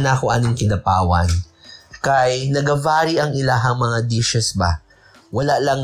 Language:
Cebuano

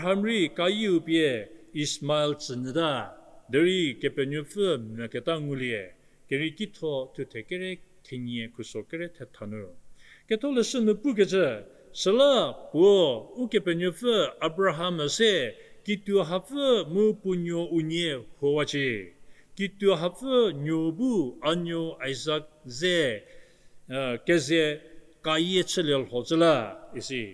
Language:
Angami Naga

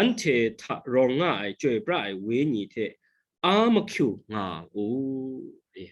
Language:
Kachin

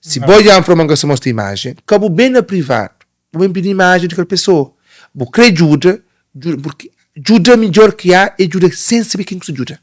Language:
Kabuverdianu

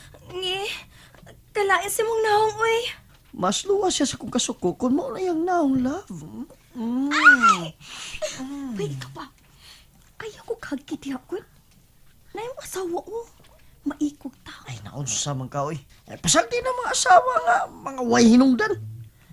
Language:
Cebuano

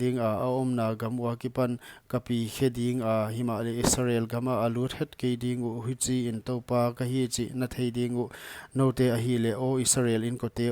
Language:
Paite Chin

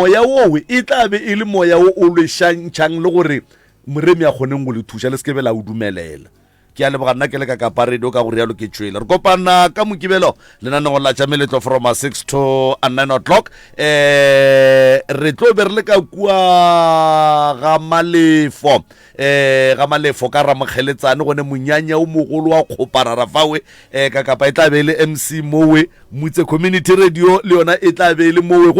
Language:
Northern Sotho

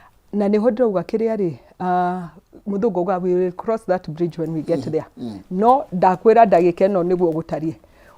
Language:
Kikuyu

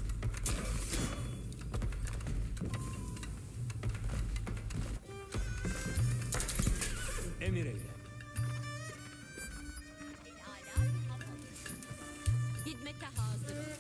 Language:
Turkish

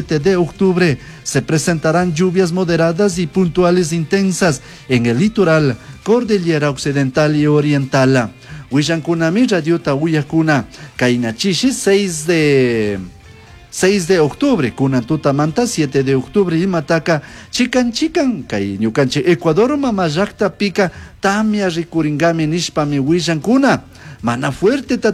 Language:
Chimborazo Highland Quichua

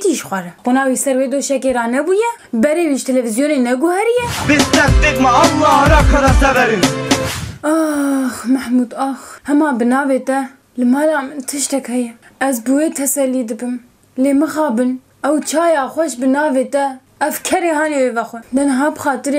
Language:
Kurdish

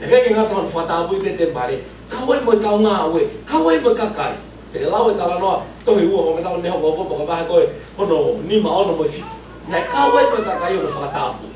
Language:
Tongan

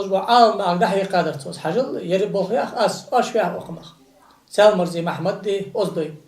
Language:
Ingush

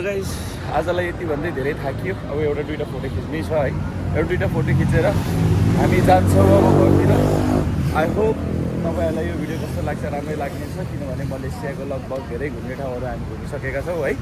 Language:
Nepali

